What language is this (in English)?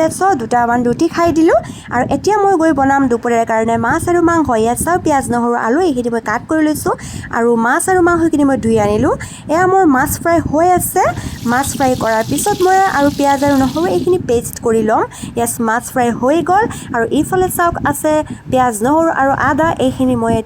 Assamese